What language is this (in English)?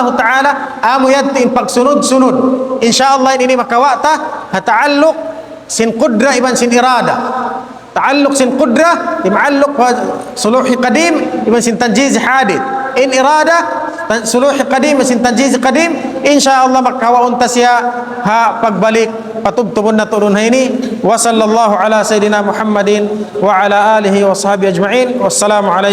Tausug